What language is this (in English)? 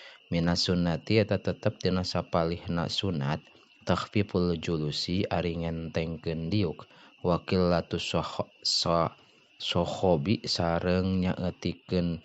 Sundanese